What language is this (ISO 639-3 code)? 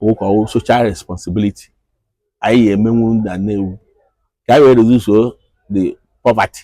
ibo